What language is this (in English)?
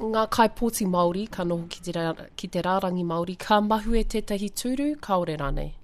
Māori